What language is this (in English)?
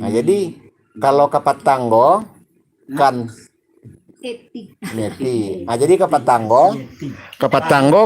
Minangkabau